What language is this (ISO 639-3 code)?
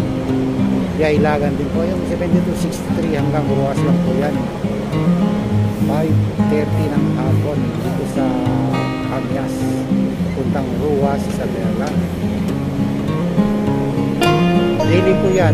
fil